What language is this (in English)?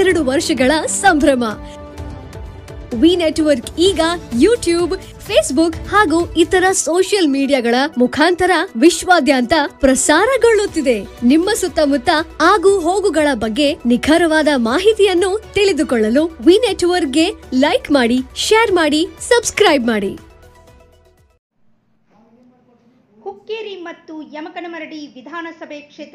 Kannada